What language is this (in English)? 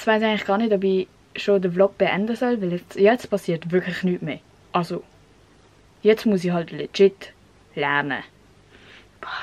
Swiss German